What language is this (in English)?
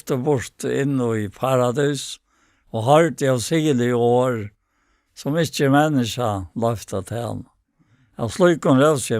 Faroese